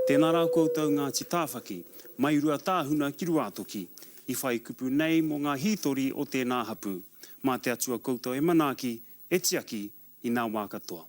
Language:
Māori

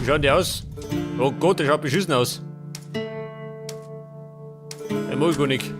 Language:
Bavarian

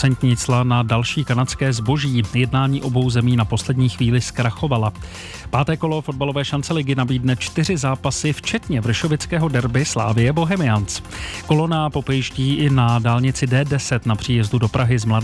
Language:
Czech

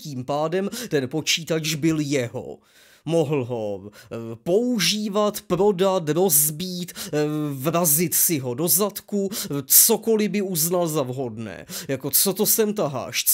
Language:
Czech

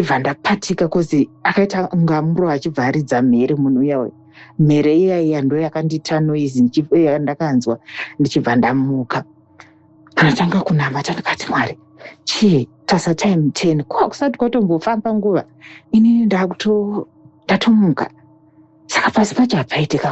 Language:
Shona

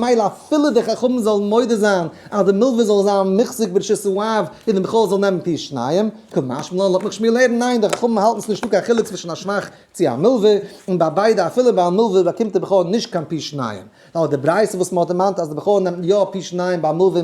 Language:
Yiddish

